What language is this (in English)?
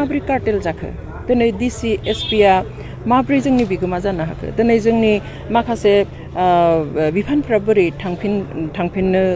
Bodo